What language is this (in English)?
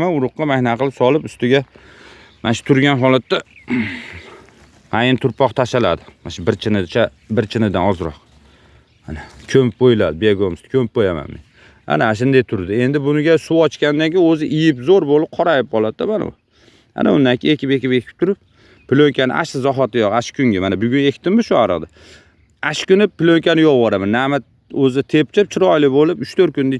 Uzbek